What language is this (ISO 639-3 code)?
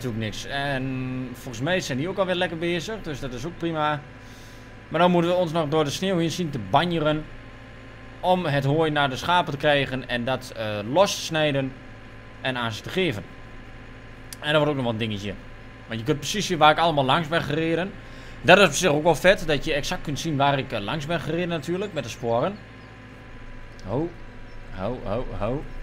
nld